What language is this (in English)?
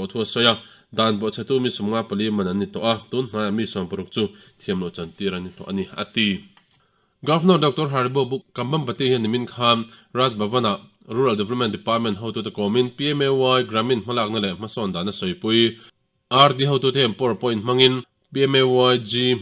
Mizo